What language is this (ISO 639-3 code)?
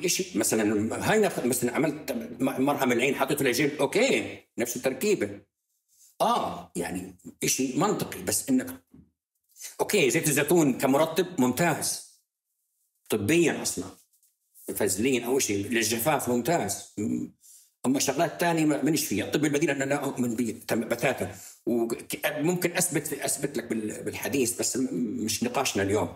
apc